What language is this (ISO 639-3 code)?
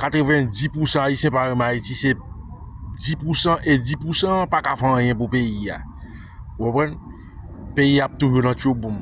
hat